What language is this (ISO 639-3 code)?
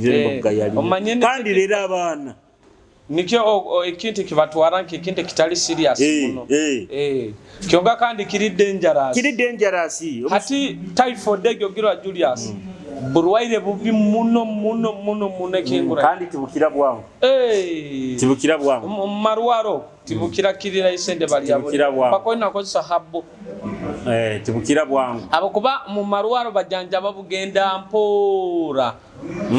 nyo